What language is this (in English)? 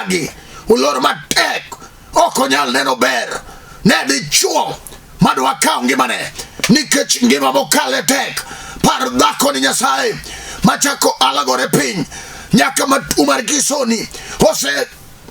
Luo (Kenya and Tanzania)